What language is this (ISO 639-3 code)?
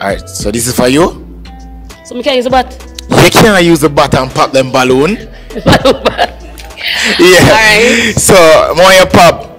jam